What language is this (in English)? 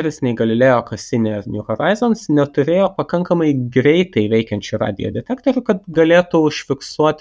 Lithuanian